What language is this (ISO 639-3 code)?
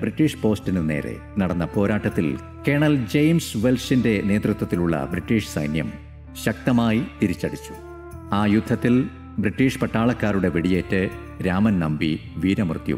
mal